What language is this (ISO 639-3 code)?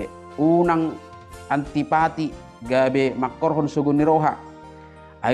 bbc